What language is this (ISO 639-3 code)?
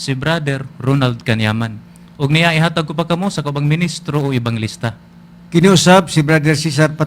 ceb